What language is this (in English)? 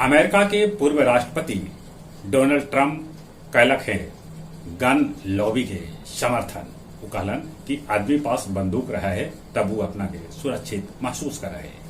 Magahi